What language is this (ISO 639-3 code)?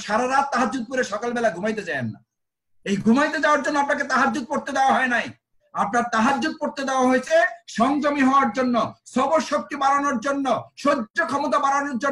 ben